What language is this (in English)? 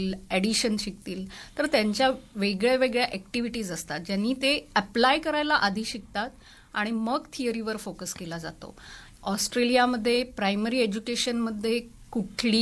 Marathi